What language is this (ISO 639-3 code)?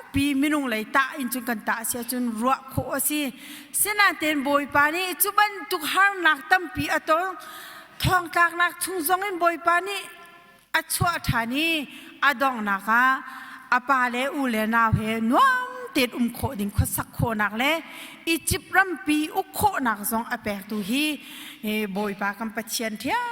cnh